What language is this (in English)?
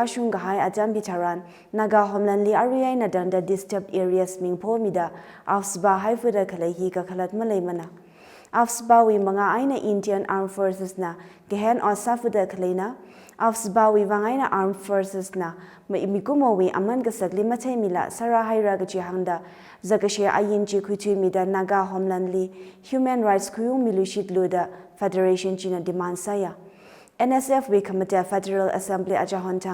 Tangkhul Naga (India)